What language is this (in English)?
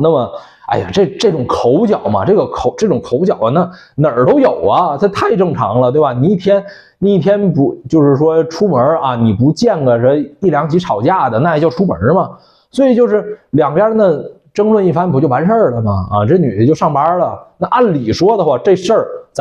Chinese